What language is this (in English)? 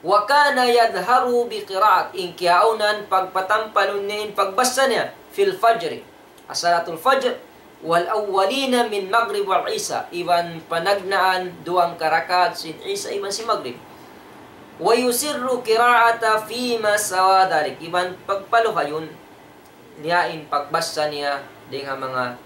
Tausug